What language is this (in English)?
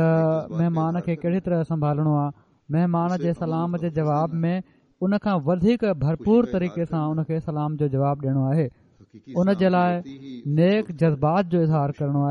Sindhi